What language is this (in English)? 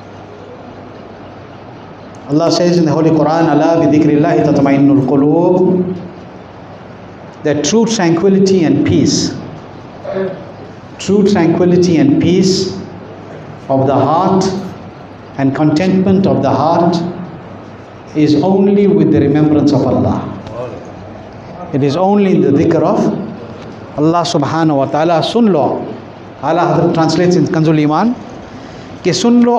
English